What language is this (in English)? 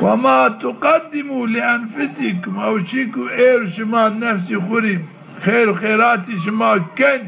Zaza